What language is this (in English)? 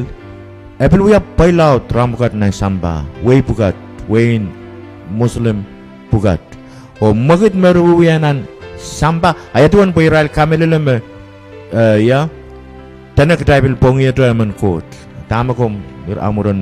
Pohnpeian